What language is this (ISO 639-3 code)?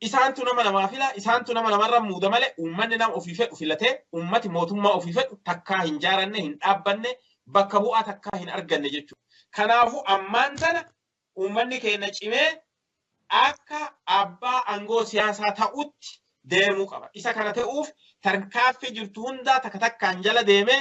orm